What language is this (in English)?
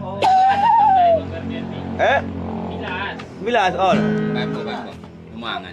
Batak Angkola